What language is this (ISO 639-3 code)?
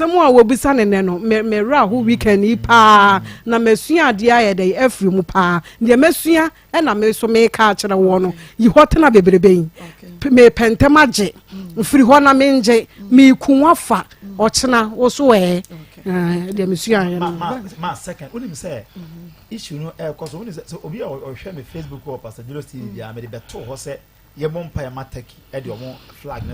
aka